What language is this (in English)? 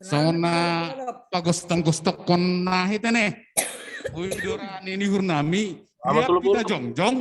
Batak Simalungun